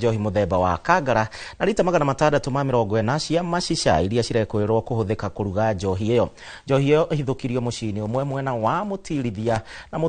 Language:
Kikuyu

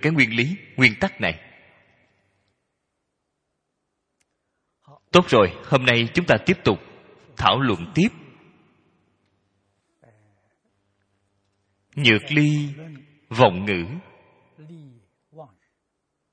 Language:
Vietnamese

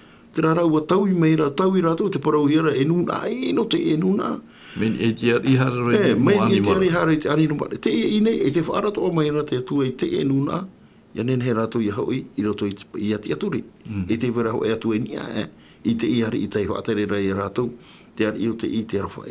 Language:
Tahitian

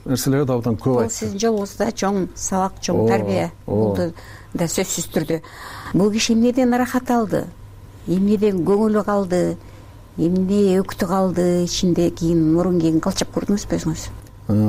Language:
Kyrgyz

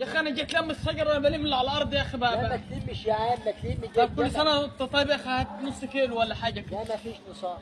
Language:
Egyptian Arabic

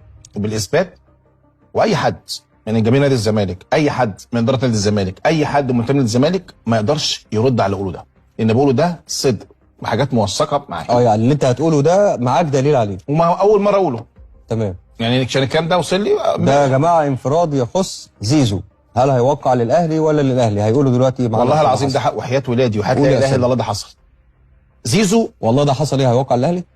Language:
Egyptian Arabic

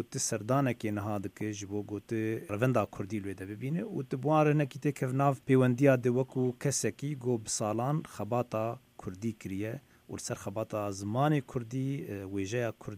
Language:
Kurdish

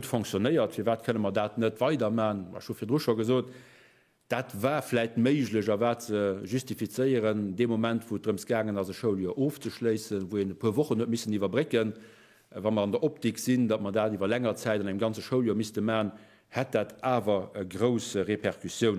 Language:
Luxembourgish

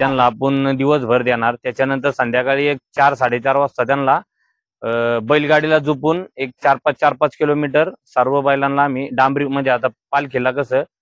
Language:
Marathi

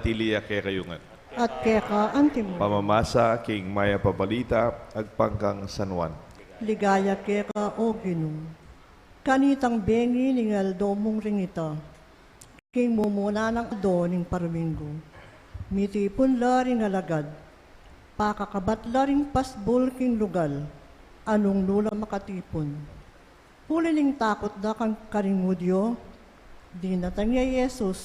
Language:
Pampanga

